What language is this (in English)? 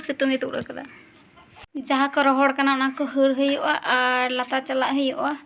Santali